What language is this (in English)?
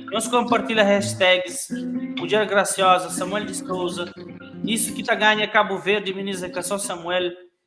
Kabuverdianu